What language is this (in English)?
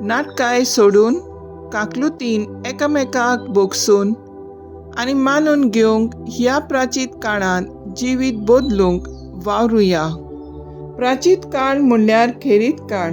Konkani